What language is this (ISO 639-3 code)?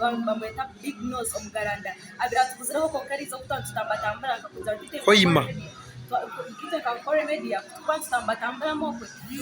nyn